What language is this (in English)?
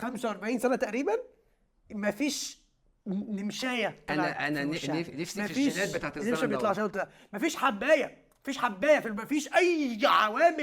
Egyptian Arabic